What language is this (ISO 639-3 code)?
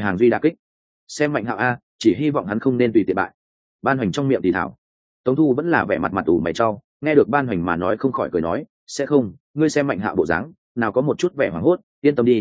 vie